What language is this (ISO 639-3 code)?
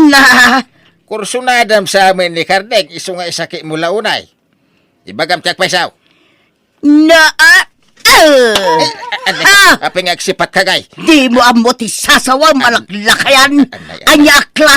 ilo